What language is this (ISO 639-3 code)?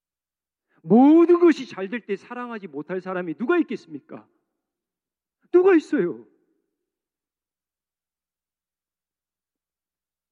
kor